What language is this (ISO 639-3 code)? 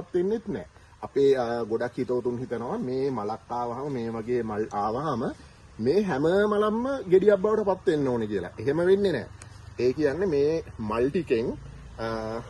sin